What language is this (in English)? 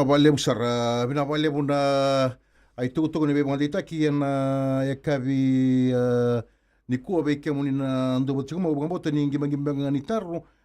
Fijian